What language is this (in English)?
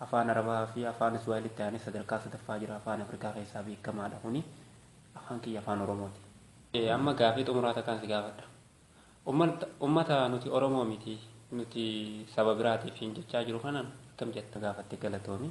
Oromo